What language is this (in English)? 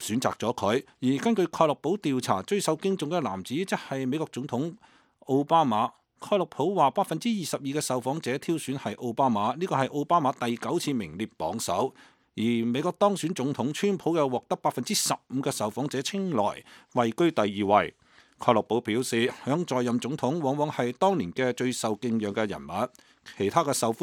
Cantonese